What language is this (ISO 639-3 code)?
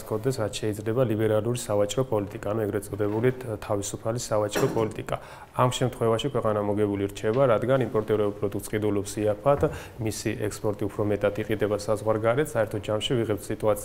kat